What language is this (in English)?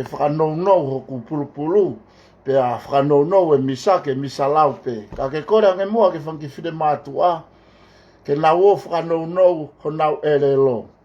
Tongan